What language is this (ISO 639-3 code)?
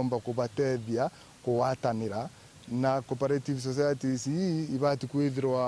mer